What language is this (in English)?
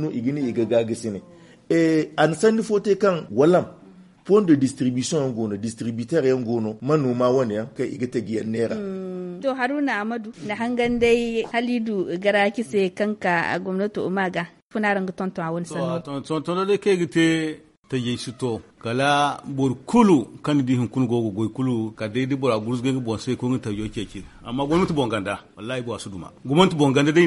Zarma